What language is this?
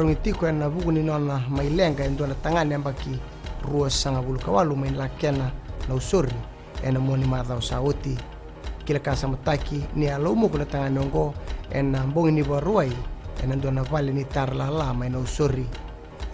Fijian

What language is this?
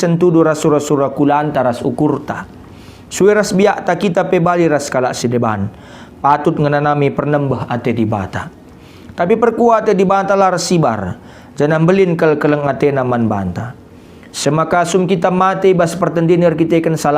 Batak Karo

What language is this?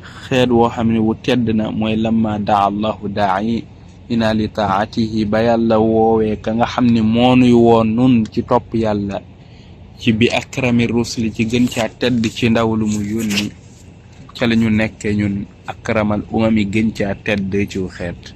Wolof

